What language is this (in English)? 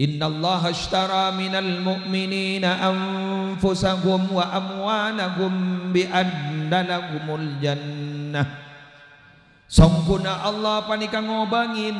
Madurese